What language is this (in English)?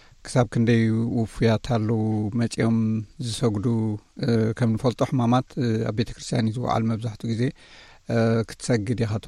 Tigrinya